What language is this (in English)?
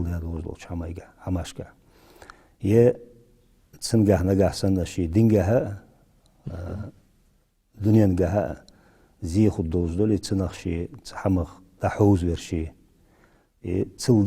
Ingush